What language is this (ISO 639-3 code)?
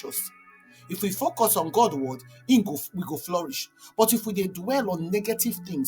pcm